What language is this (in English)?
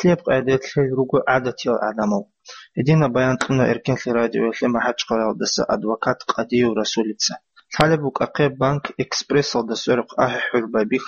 Avaric